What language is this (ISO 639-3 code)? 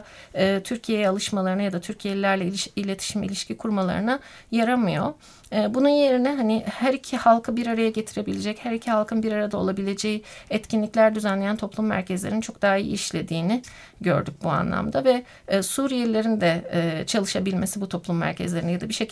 tur